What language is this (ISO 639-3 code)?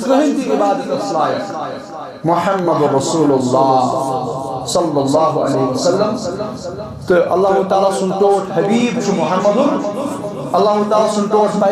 kas